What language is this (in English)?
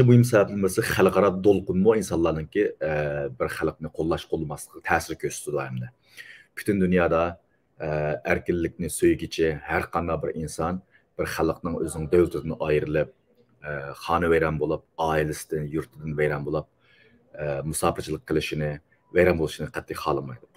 Uyghur